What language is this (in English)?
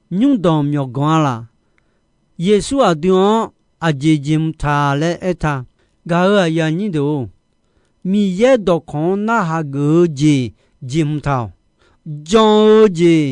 Akha